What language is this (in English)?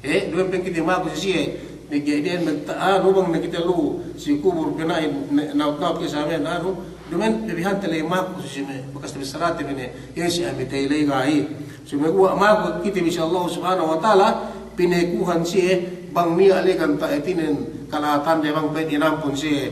Yakan